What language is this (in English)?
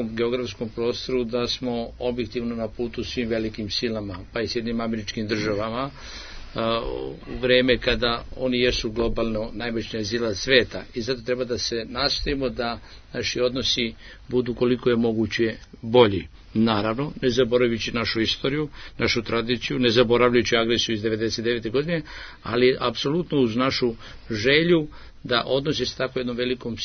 Serbian